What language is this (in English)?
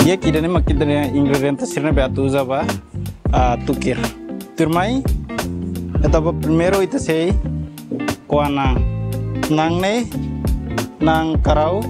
Tetum